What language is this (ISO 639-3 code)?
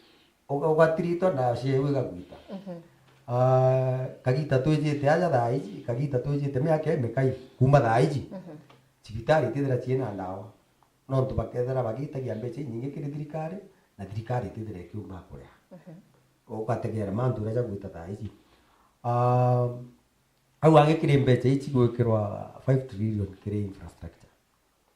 mer